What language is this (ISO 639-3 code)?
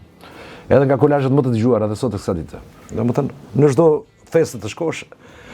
sqi